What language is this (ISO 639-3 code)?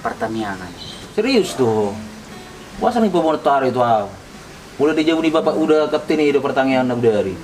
bbc